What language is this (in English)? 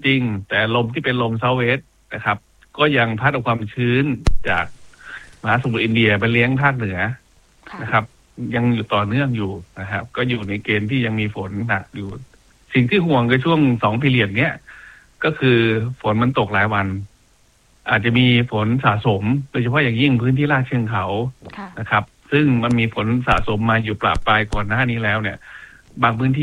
Thai